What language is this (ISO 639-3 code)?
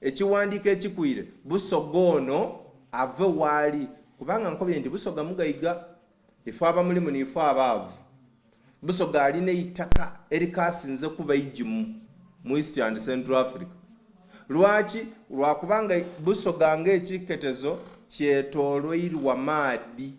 xog